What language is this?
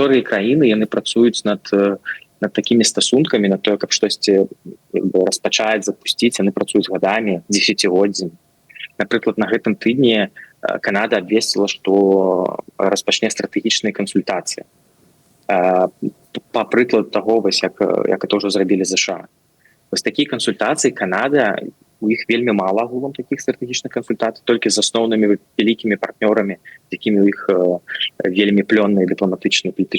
Belarusian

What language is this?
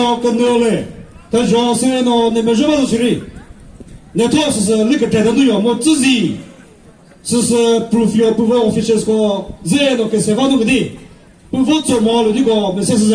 Chokri Naga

